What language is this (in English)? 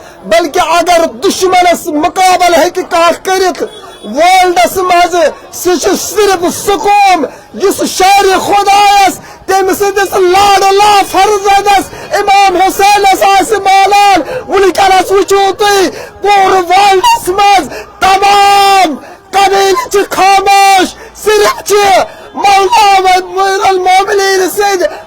Kashmiri